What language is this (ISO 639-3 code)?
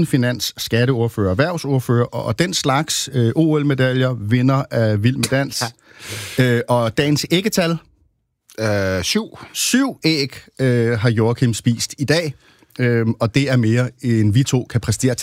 dan